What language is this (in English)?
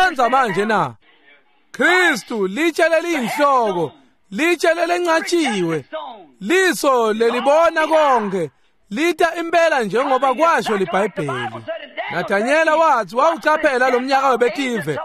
Swati